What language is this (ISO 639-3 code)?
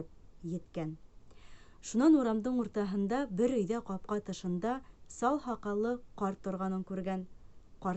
bak